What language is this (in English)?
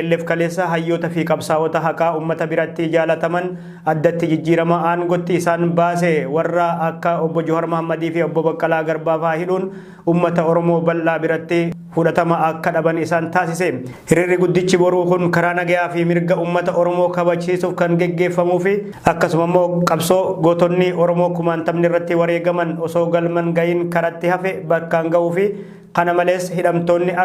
Oromo